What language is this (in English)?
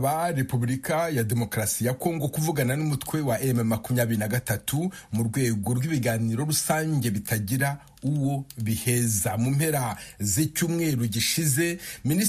Kinyarwanda